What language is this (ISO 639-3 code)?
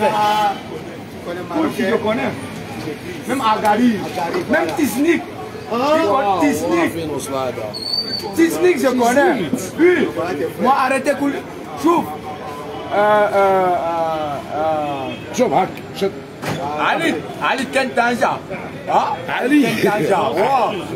fra